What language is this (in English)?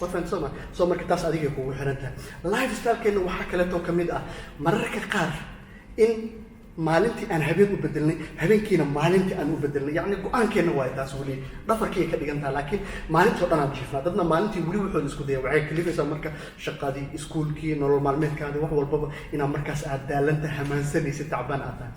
Somali